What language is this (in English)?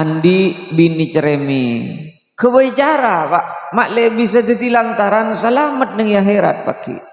Madurese